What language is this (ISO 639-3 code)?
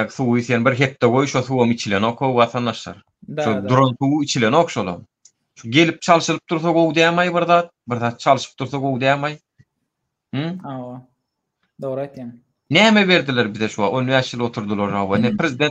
tuk